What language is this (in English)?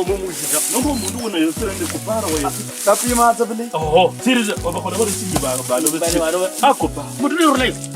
Kabras